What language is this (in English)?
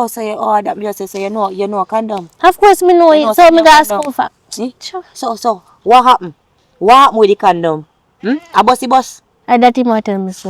Jamaican Creole English